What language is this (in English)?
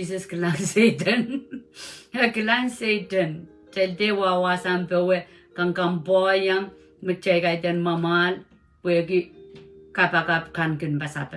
Pohnpeian